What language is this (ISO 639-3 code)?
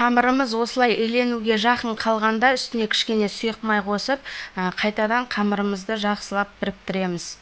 kaz